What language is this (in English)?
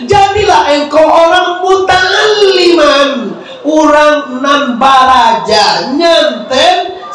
Minangkabau